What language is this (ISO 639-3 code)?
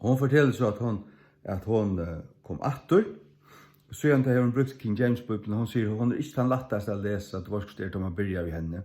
fao